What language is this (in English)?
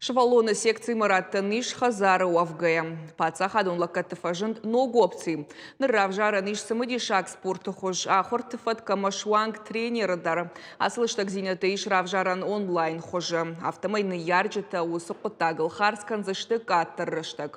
Ossetic